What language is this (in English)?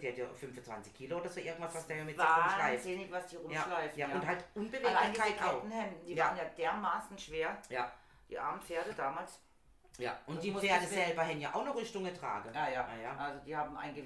German